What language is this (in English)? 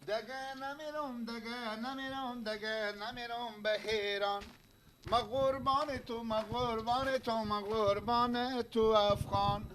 Persian